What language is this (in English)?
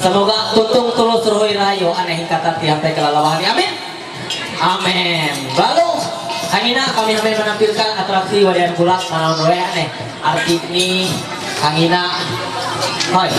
Ma'anyan